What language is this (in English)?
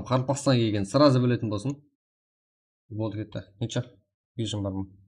Kara-Kalpak